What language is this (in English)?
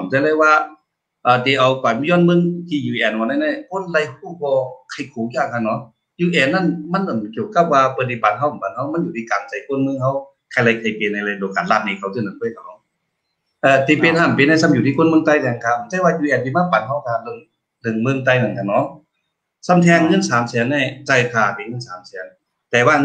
Shan